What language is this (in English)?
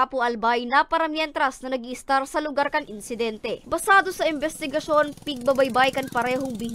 Bikol